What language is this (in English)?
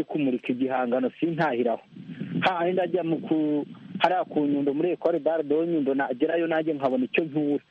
Kinyarwanda